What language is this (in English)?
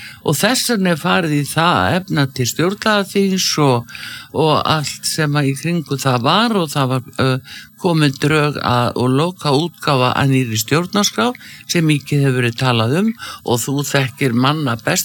Icelandic